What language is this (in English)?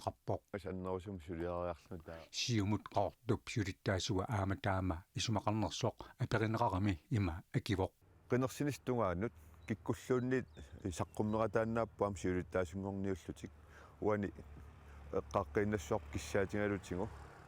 Kalaallisut